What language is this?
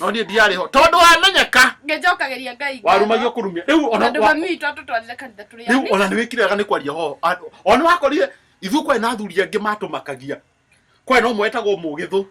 Kikuyu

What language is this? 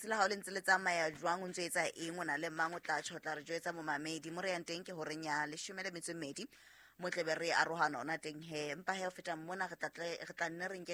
Southern Sotho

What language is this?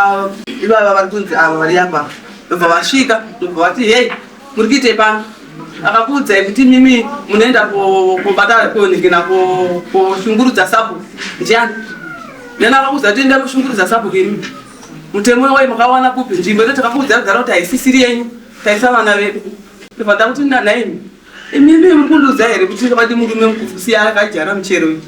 Shona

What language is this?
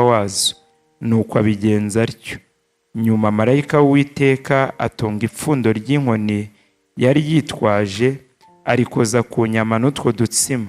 Kinyarwanda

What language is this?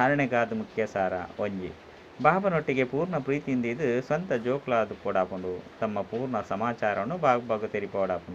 Tulu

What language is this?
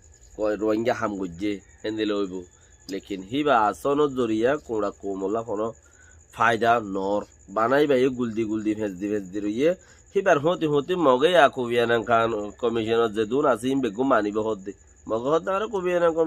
Rohingya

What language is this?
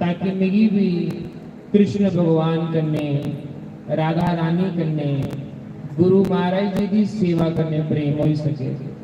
Dogri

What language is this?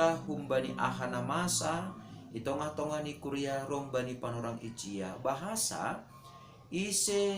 Batak Simalungun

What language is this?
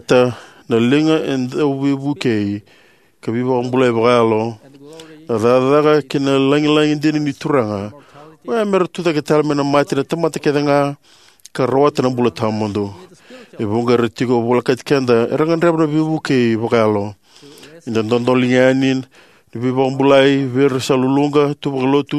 Fijian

